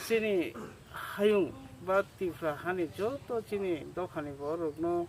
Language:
Kok Borok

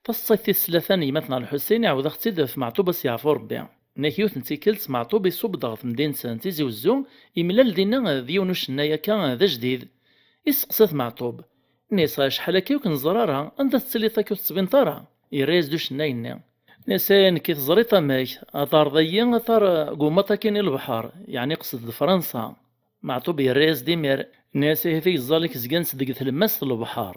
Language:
Kabyle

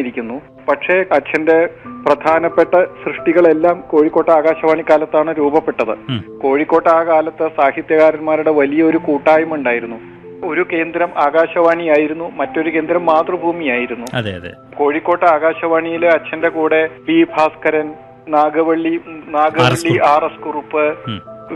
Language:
Malayalam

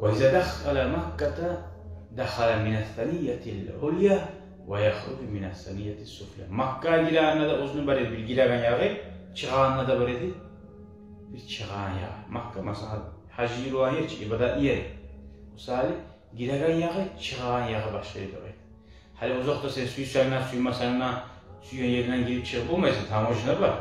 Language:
Kumyk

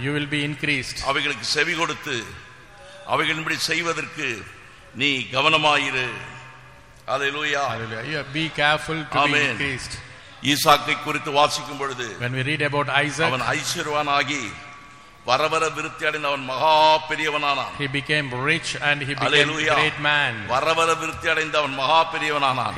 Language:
Tamil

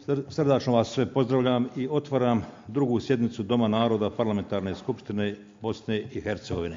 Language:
Bosnian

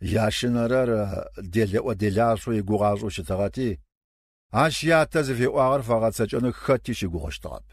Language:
Kabardian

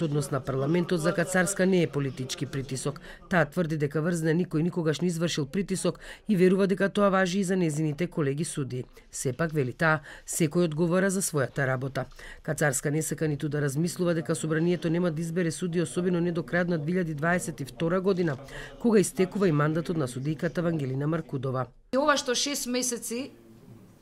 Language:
Macedonian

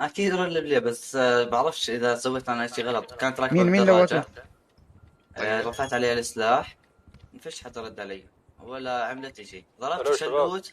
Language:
North Levantine Arabic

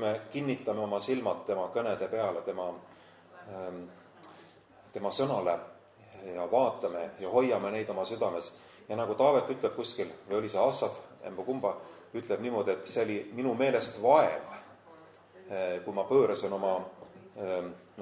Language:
Estonian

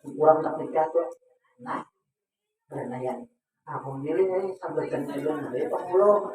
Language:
Banjar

